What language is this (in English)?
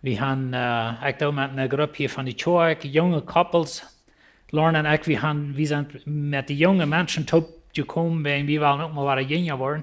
Plautdietsch